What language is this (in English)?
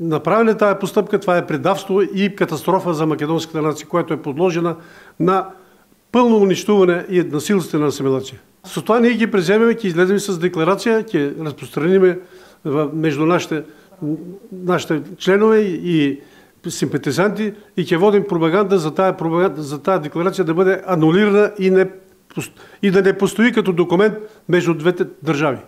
Macedonian